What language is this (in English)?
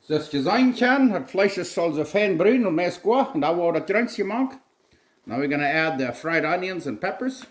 Plautdietsch